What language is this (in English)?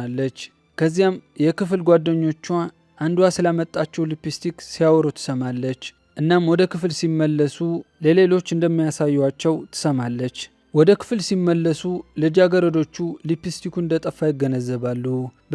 Amharic